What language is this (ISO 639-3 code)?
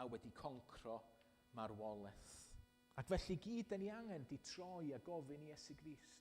cym